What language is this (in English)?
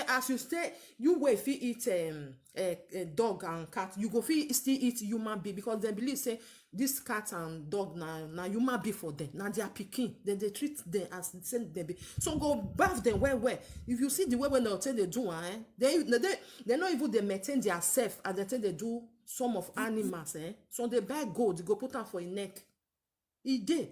Nigerian Pidgin